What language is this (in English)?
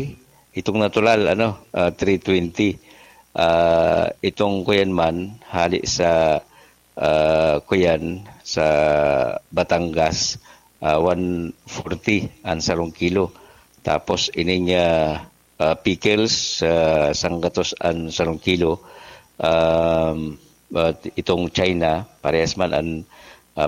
Bikol